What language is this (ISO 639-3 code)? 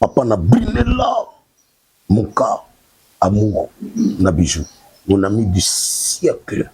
lin